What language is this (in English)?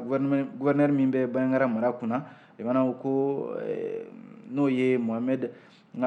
Bambara